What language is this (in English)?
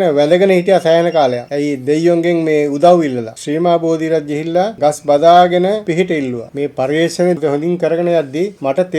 Sinhala